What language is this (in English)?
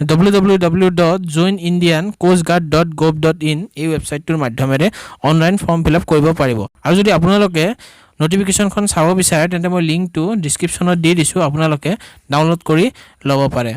Assamese